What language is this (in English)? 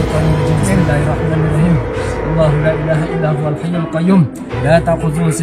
Minangkabau